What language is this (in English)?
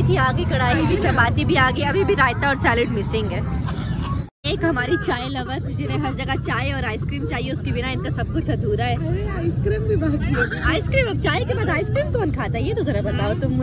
Hindi